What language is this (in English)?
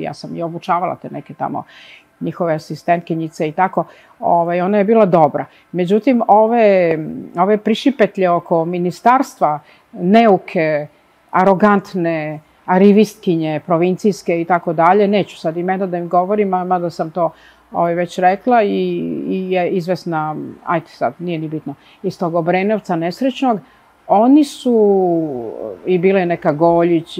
Serbian